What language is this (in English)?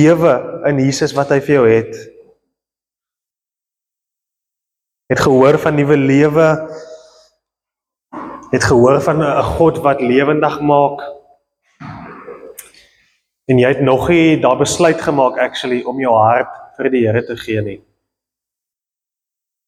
Afrikaans